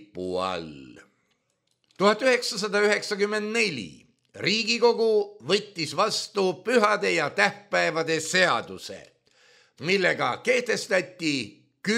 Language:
Estonian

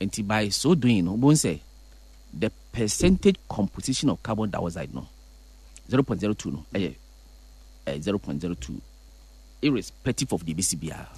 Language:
Akan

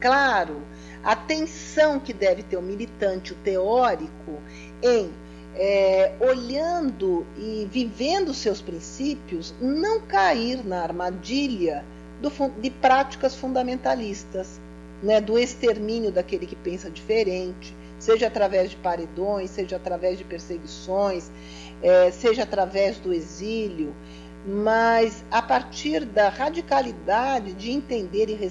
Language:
Portuguese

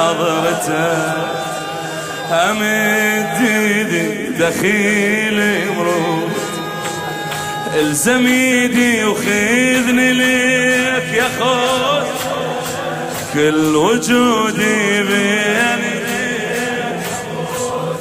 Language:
Mesopotamian Arabic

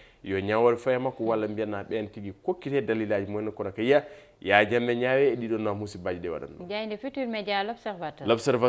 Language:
Fula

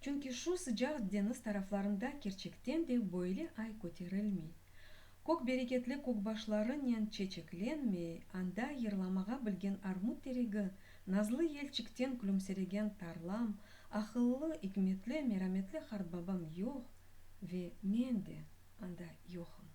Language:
Crimean Tatar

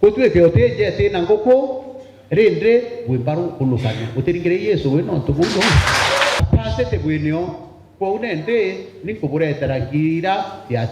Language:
Meru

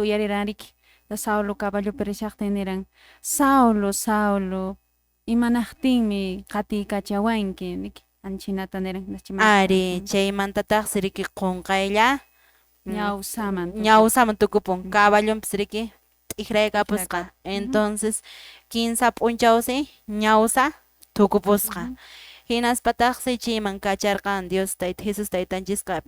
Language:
Quechua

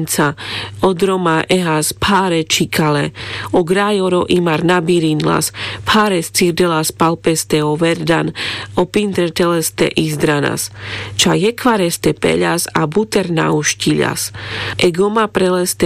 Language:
Carpathian Romani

